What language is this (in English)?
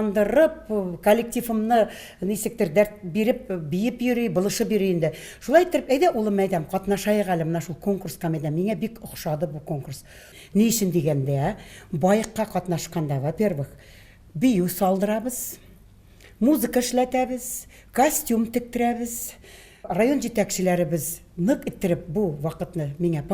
Tatar